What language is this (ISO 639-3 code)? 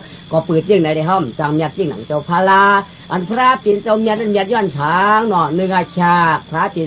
shn